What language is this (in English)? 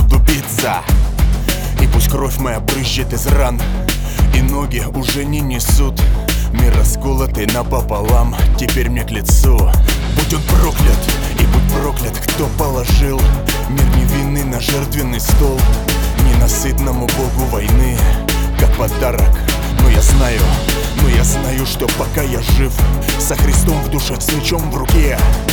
Russian